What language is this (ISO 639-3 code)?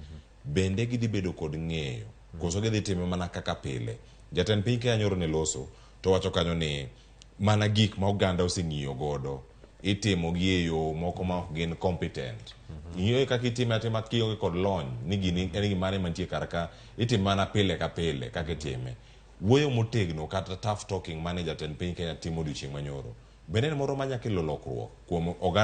luo